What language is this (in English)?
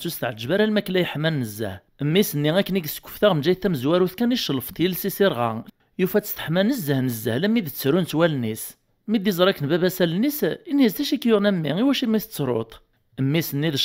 Kabyle